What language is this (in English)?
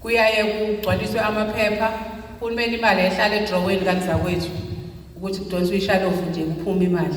Zulu